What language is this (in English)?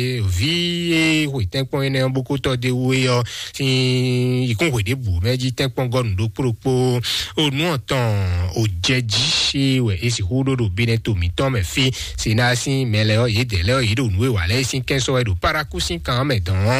Fon